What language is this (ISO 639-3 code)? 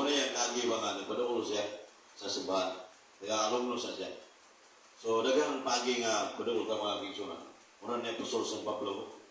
ceb